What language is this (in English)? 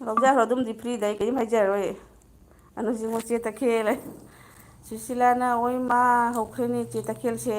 Manipuri